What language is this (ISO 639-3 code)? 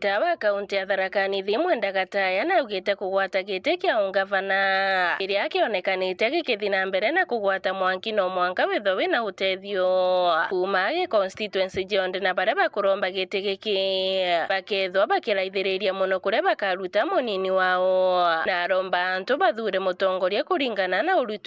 mer